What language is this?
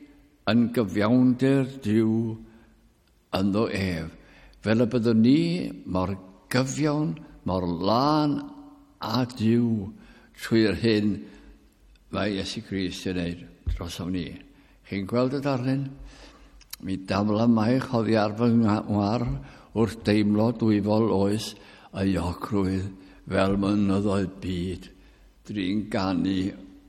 Welsh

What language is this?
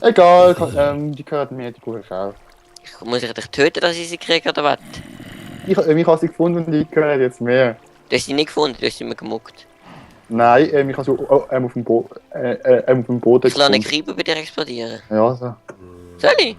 Swiss German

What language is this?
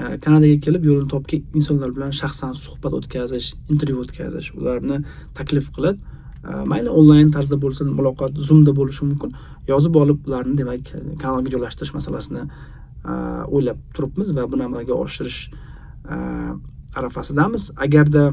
Uzbek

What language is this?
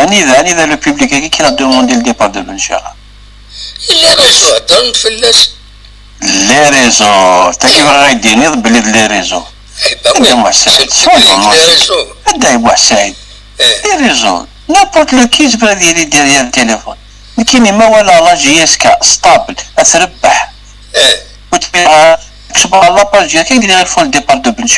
Kabyle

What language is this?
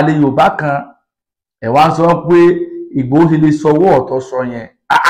Yoruba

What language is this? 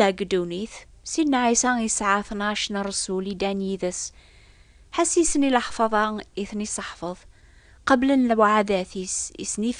Kabyle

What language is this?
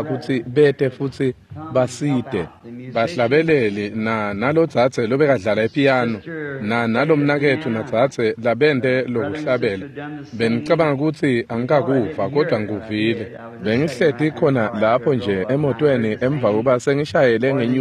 Swati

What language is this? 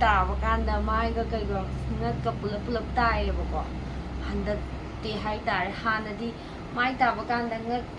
Manipuri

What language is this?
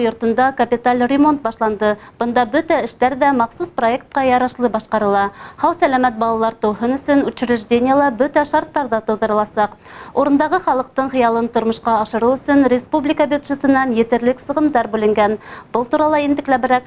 Bashkir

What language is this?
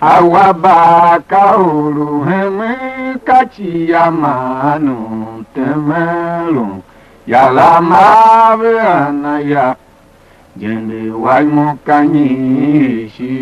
Tiv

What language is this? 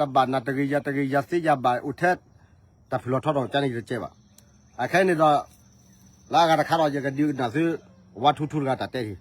S'gaw Karen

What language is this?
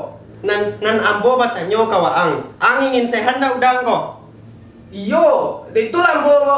Minangkabau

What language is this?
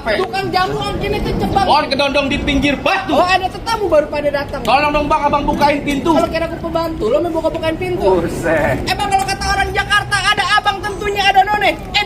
Betawi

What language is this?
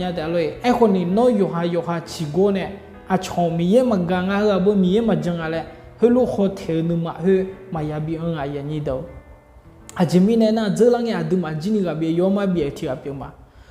Akha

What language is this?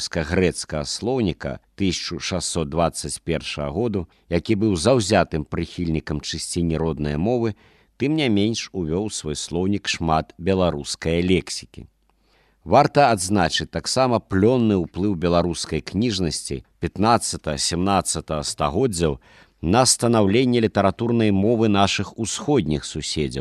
Belarusian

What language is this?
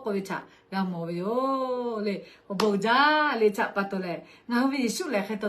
Lahu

